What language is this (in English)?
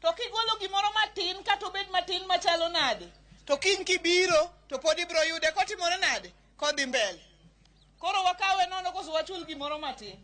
Luo (Kenya and Tanzania)